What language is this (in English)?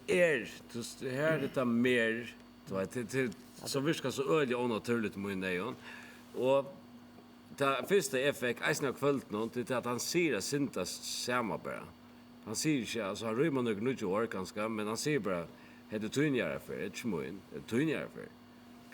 Faroese